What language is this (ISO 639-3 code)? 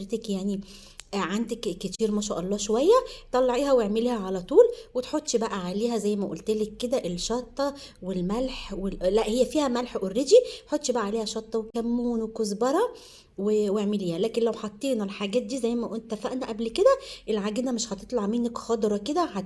arz